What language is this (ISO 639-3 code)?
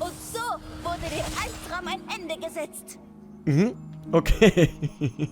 gsw